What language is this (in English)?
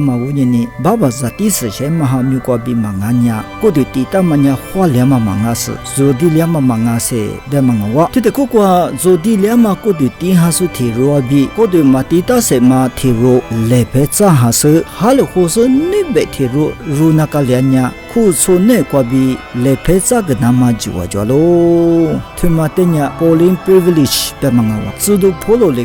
Lisu